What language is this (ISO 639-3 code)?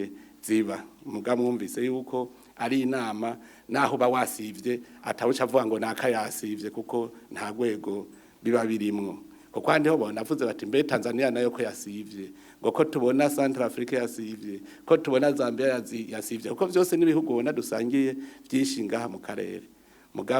run